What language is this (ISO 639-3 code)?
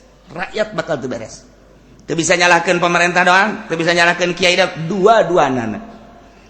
sun